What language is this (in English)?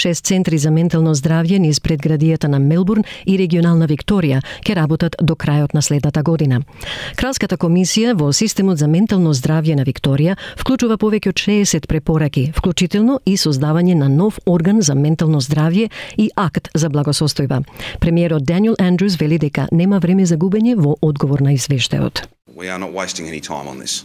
Macedonian